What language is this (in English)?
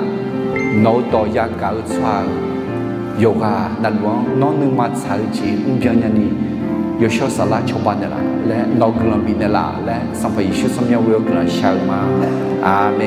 Akha